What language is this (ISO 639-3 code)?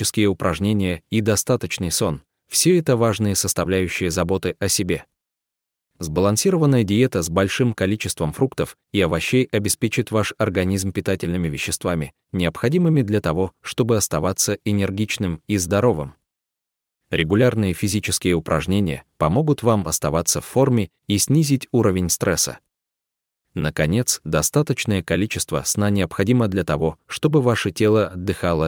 rus